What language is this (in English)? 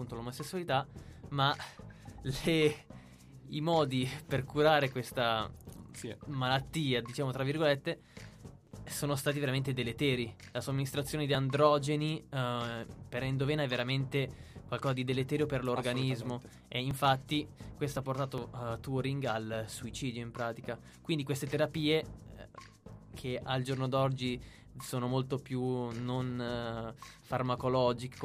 Italian